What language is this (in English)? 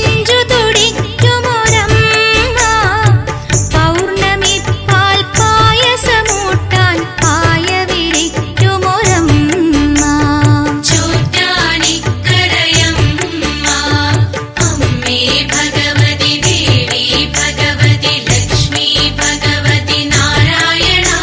Malayalam